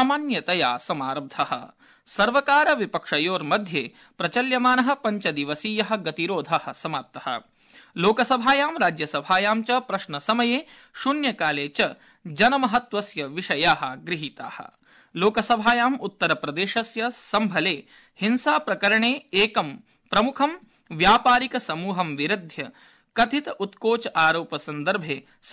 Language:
Sanskrit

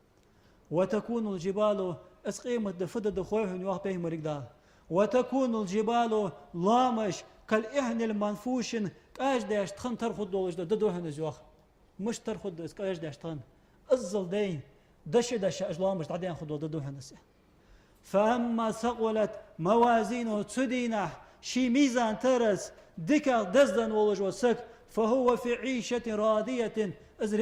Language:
Ingush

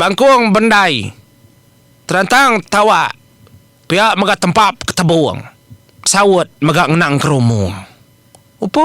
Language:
Iban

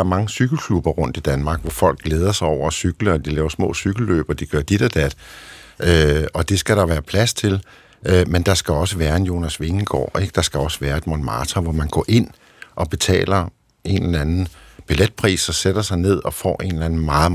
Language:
Danish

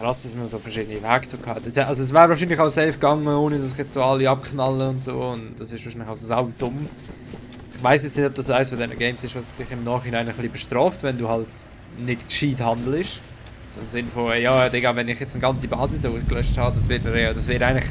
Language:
Swiss German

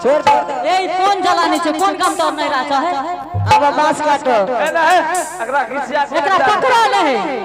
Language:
Angika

